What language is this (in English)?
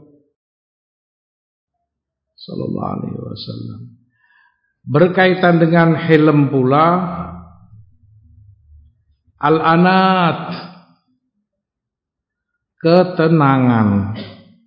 Indonesian